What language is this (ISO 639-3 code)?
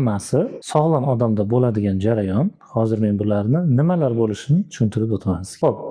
uzb